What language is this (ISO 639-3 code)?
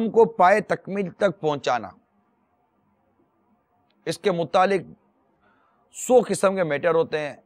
urd